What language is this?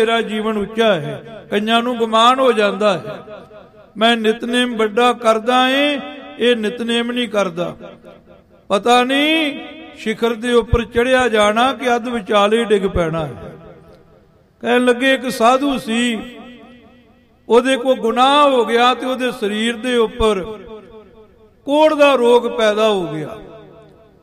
Punjabi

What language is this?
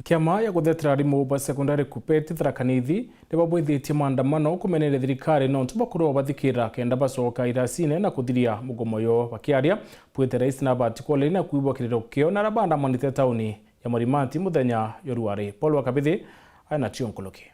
Meru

